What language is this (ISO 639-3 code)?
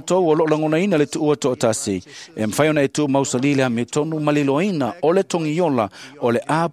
smo